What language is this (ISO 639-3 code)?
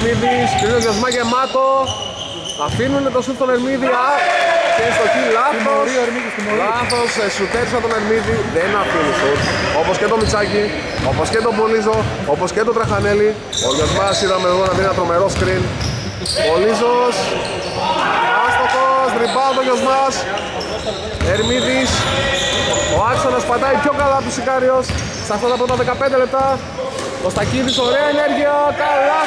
ell